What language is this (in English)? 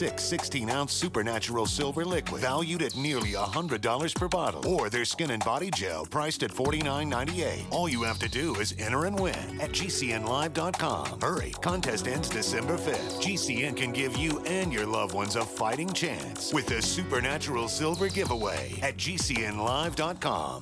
English